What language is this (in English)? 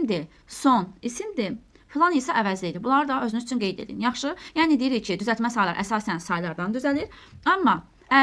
Azerbaijani